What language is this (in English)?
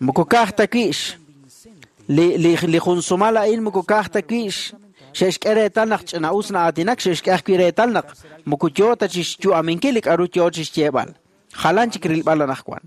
Kekchí